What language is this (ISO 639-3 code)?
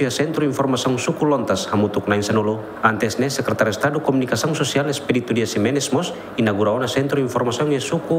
tet